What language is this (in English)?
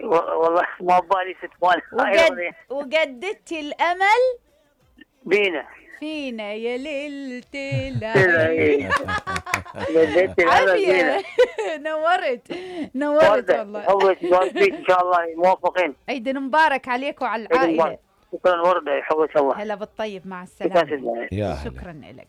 Mesopotamian Arabic